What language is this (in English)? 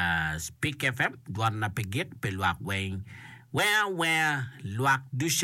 Acoli